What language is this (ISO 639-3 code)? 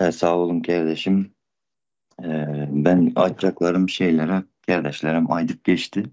tuk